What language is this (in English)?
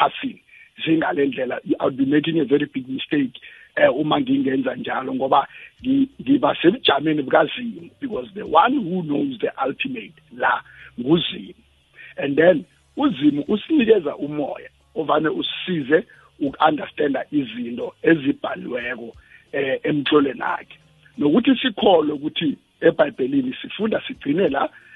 South Ndebele